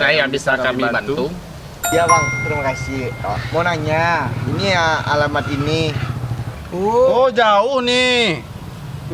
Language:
Minangkabau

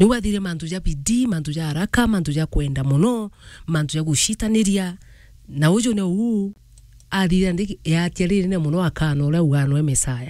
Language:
Meru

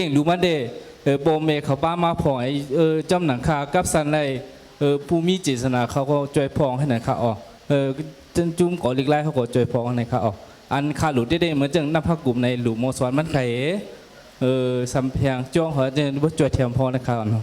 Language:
Shan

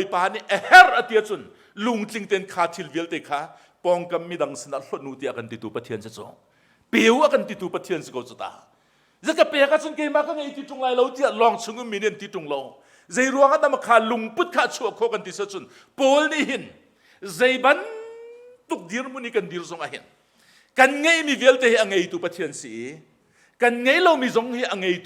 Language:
Hakha Chin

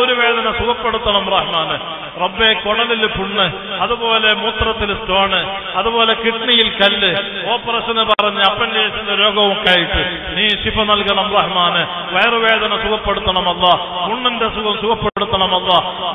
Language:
Malayalam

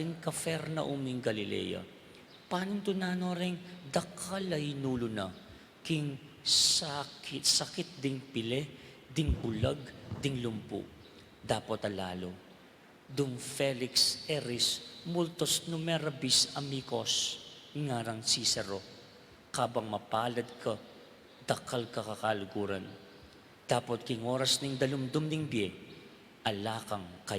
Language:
Pampanga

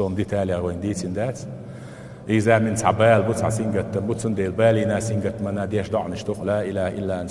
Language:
Chechen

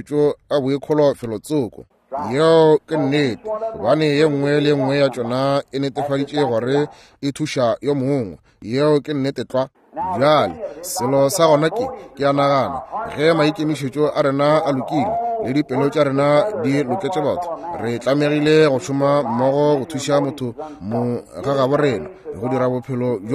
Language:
Northern Sotho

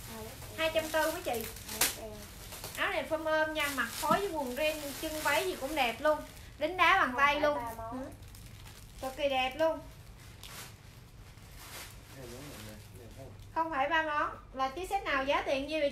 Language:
Vietnamese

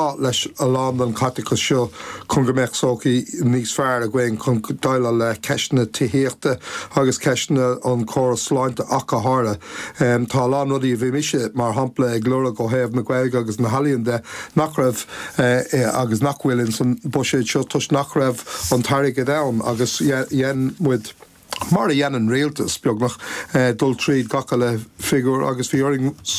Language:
Irish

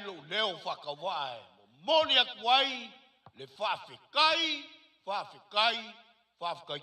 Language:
Samoan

